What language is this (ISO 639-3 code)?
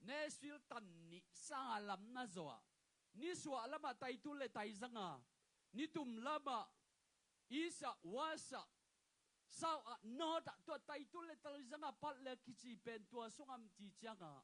ctd